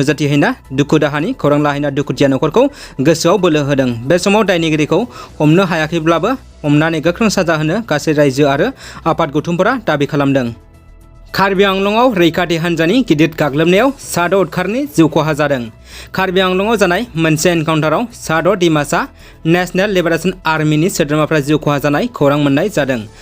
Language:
Bodo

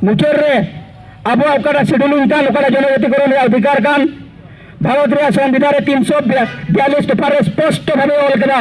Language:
Santali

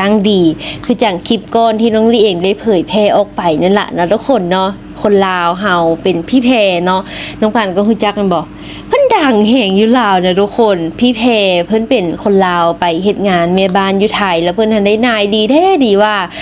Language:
Lao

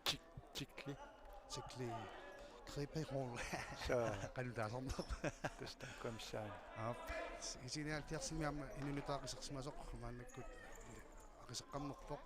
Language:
Kalaallisut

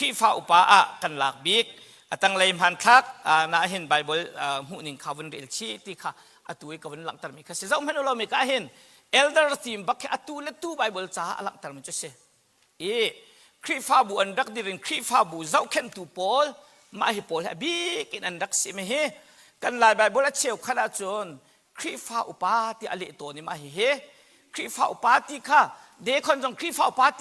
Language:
Hakha Chin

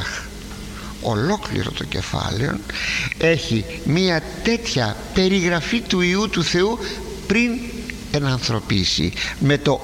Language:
Greek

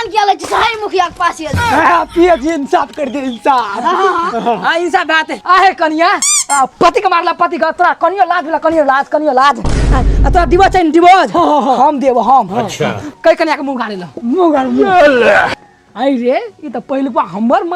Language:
Maithili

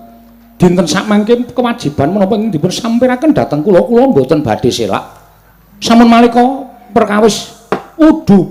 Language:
Javanese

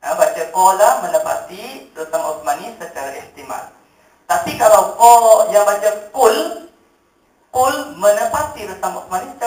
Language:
Malay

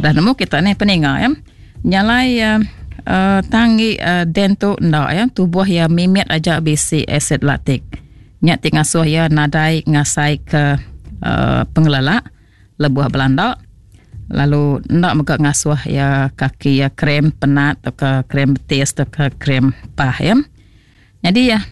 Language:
Iban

